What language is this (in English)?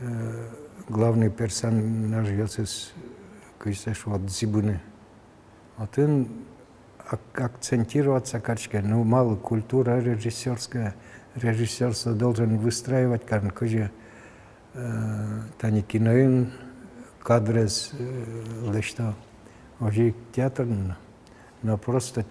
Udmurt